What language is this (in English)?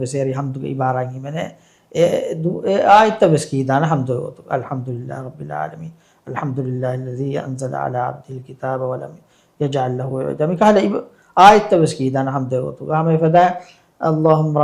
Divehi